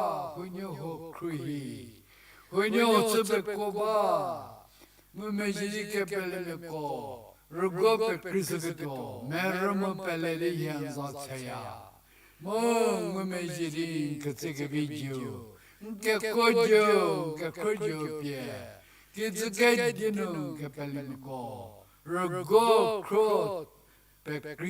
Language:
Angami Naga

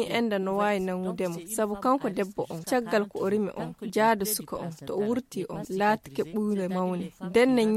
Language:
Fula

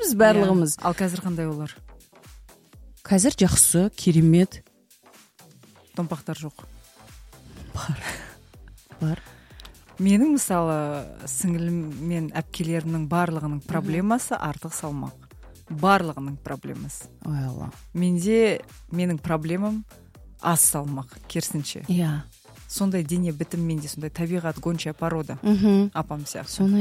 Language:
Kazakh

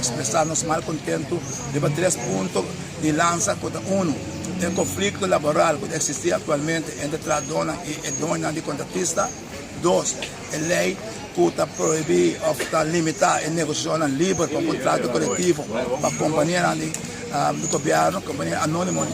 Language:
Papiamento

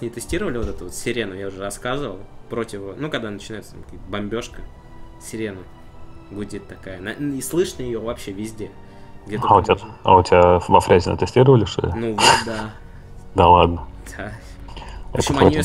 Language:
Russian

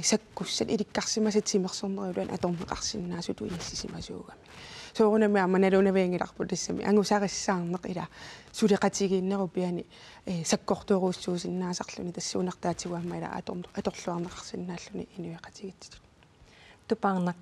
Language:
Kalaallisut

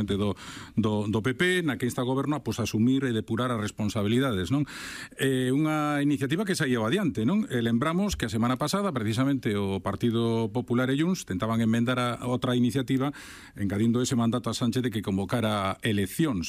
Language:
Galician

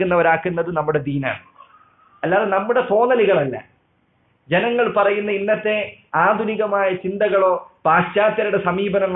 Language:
Malayalam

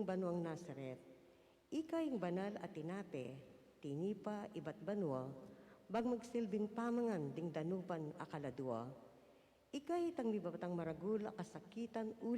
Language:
Pampanga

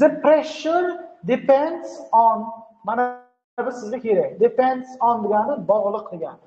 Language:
Uzbek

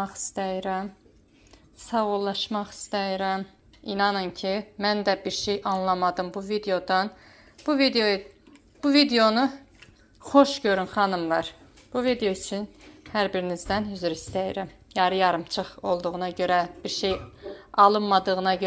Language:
Azerbaijani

